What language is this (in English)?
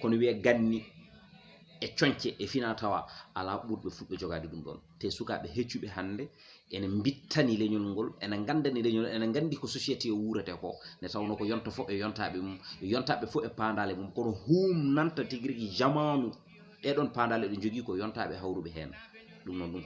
Fula